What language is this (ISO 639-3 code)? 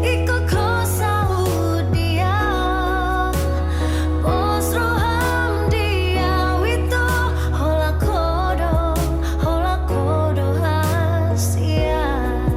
bbc